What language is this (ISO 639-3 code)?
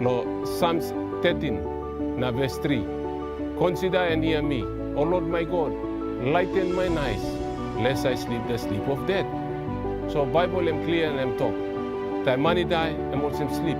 tpi